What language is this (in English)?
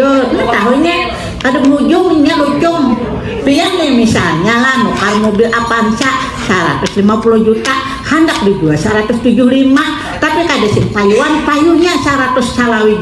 Banjar